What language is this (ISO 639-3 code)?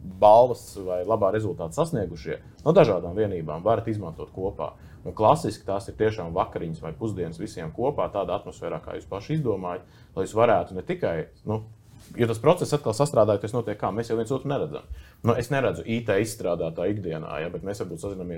lav